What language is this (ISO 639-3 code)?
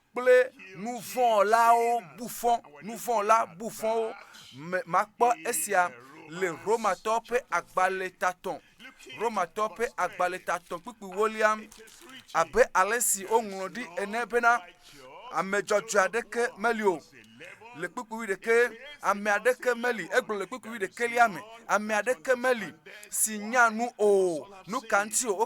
ewe